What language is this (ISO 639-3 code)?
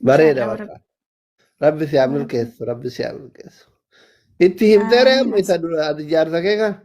orm